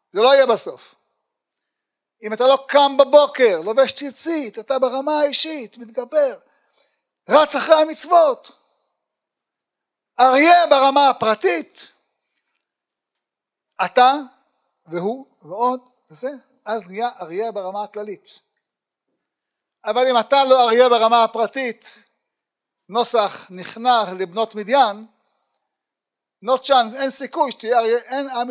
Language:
Hebrew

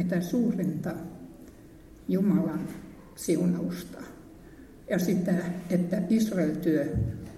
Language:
Finnish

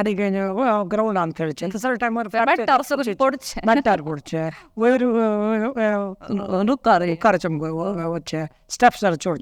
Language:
Konkani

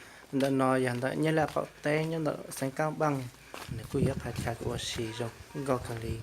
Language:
Hmong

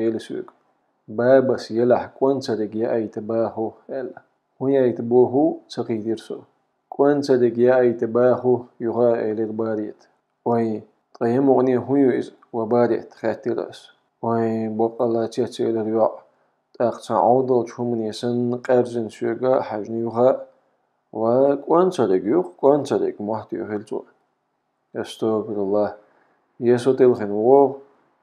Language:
Chechen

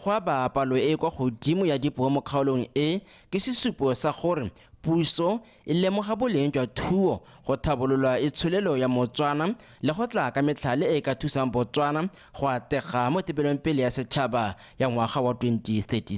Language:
Tswana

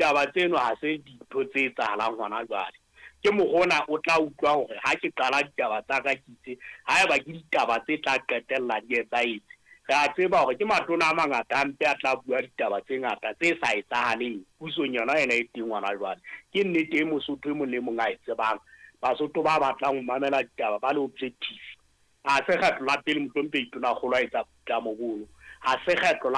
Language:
Southern Sotho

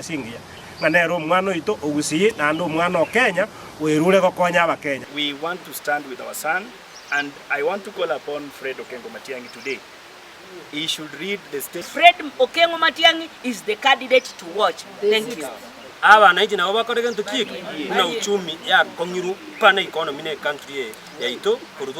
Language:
Gusii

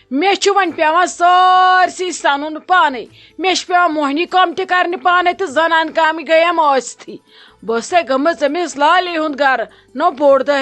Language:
Kashmiri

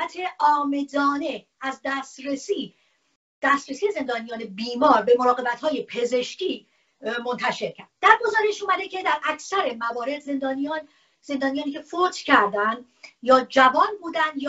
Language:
Persian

